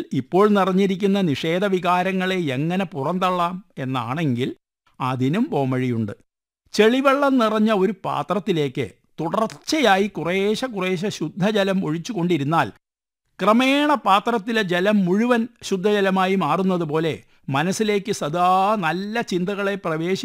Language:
Malayalam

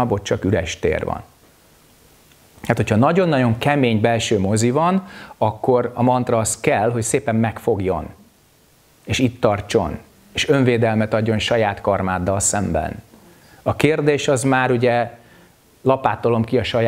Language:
Hungarian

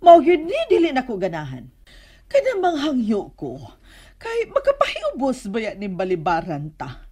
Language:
Cebuano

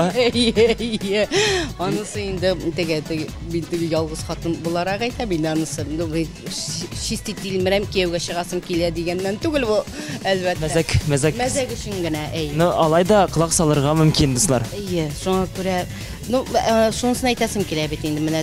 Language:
Tatar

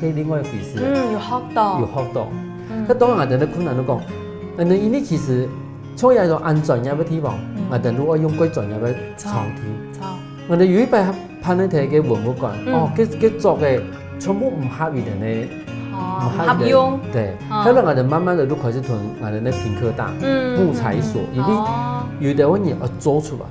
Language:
Hakka Chinese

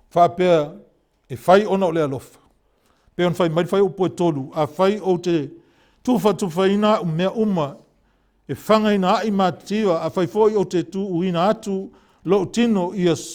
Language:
Samoan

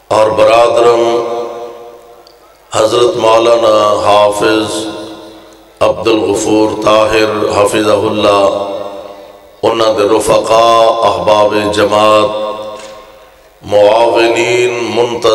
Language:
Western Panjabi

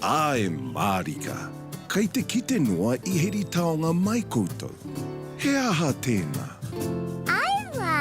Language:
Māori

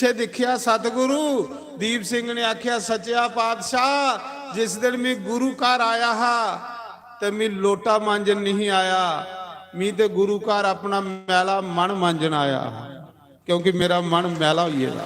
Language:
Dogri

